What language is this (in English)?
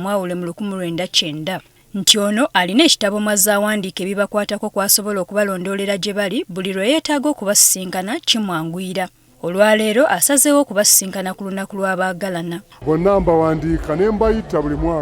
Ganda